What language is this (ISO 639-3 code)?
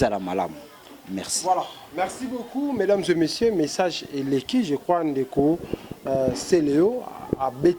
lin